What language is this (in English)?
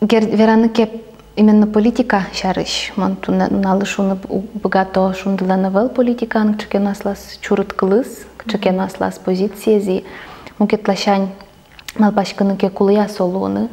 Udmurt